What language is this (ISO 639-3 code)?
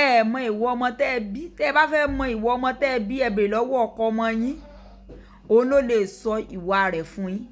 yor